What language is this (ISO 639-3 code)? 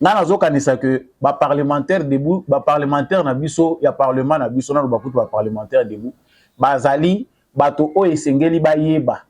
lin